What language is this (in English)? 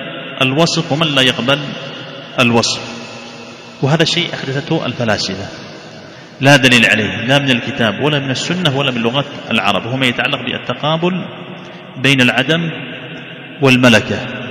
Arabic